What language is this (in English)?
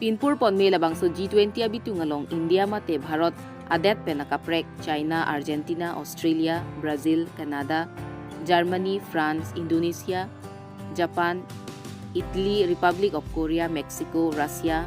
Karbi